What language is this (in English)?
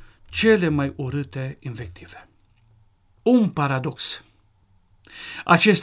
Romanian